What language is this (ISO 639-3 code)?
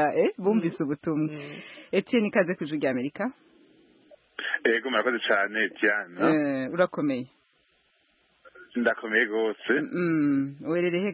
kin